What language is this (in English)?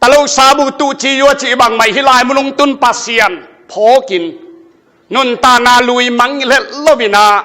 Tedim Chin